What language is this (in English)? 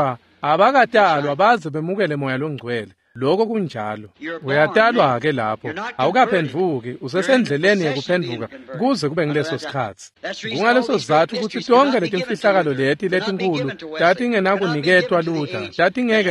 Swati